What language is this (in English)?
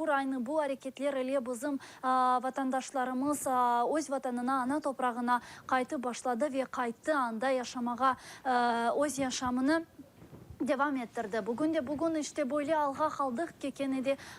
Crimean Tatar